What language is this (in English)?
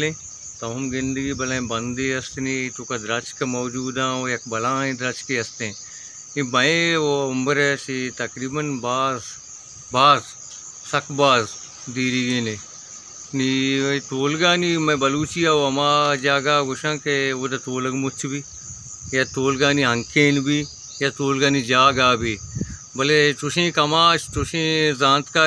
Baluchi